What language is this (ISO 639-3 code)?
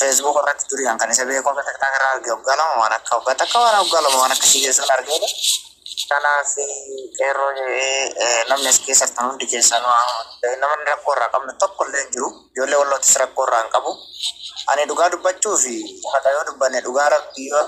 orm